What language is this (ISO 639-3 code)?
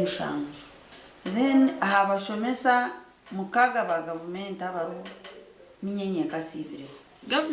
nyn